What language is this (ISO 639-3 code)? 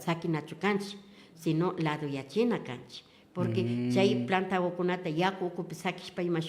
qvi